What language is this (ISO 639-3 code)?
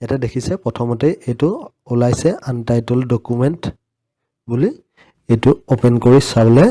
asm